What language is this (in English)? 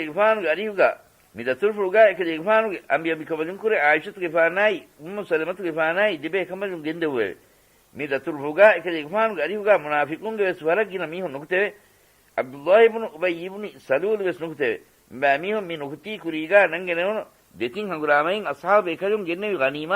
Divehi